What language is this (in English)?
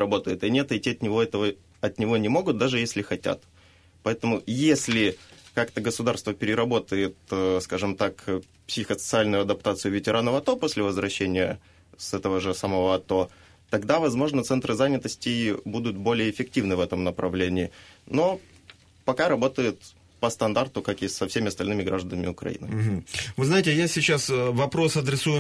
Russian